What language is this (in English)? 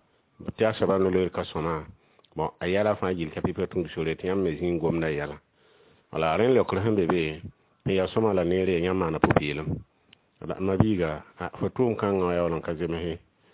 Mossi